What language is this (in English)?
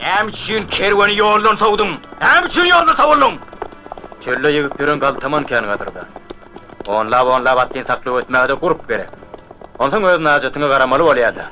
Turkmen